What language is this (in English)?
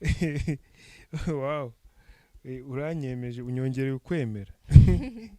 Kinyarwanda